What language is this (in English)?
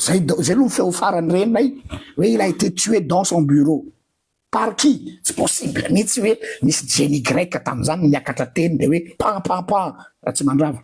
Malagasy